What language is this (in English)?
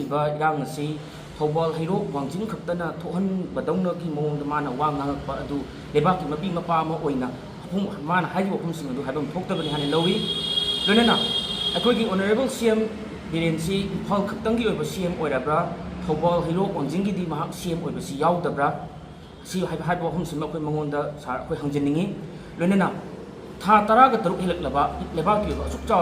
Manipuri